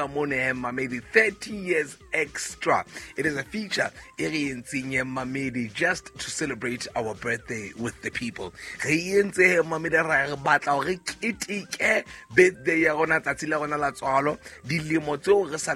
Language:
Southern Sotho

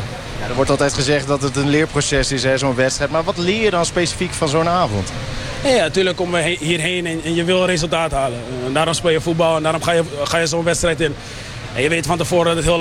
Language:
Dutch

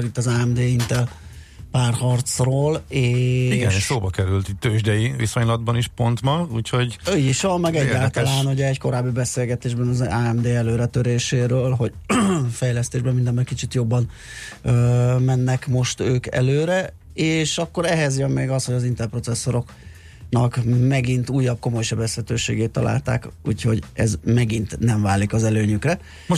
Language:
Hungarian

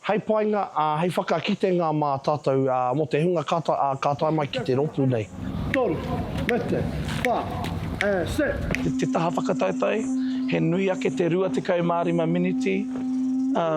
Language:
Māori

